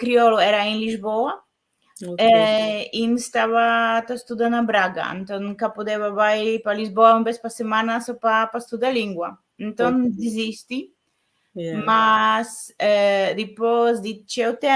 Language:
Kabuverdianu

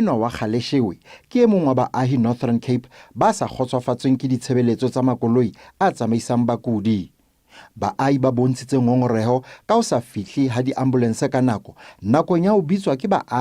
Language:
Northern Sotho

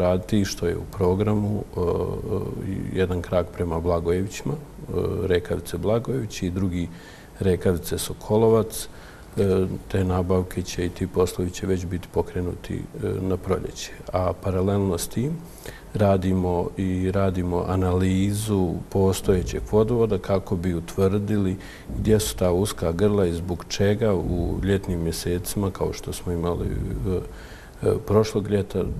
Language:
Bosnian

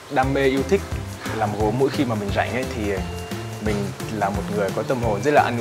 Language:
Vietnamese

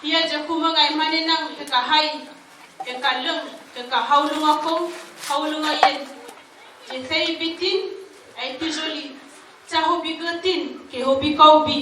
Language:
Dehu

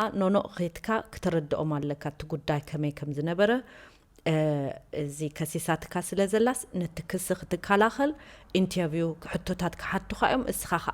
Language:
Tigrinya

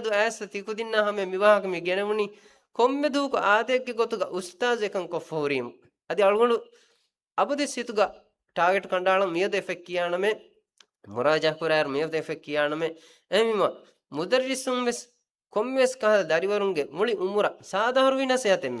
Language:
Divehi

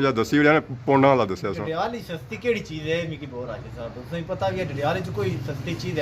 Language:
Pahari-Potwari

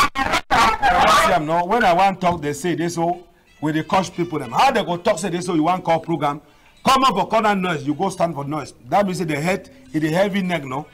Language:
Cameroon Pidgin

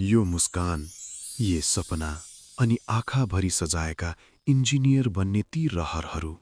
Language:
Nepali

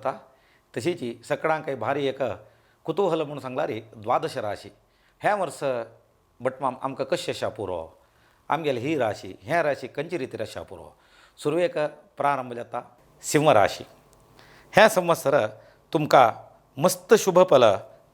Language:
Konkani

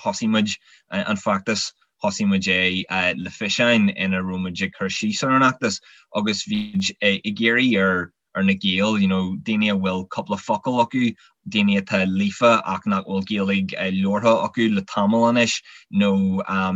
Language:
Irish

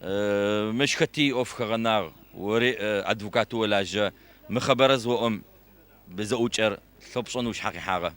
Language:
Adyghe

